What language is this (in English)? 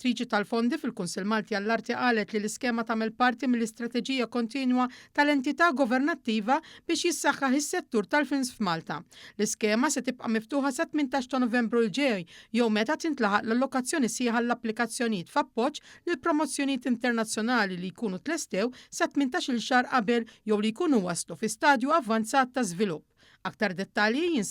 Maltese